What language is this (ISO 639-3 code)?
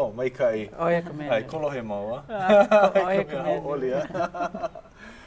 haw